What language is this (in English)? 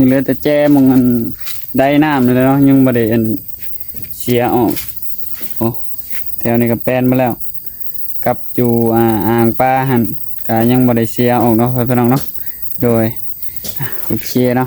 Northeastern Thai